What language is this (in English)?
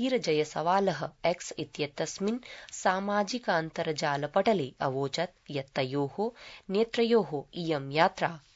Sanskrit